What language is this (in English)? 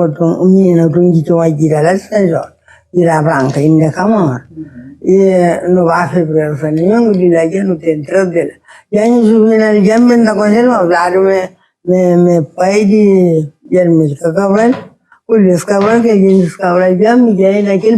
Kabuverdianu